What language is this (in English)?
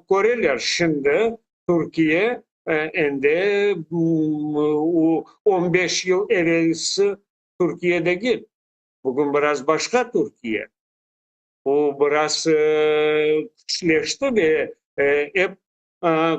Crimean Tatar